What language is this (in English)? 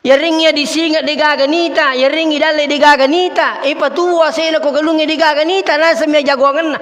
Buginese